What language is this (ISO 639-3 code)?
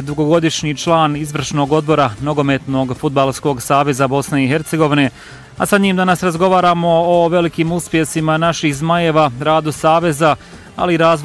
bos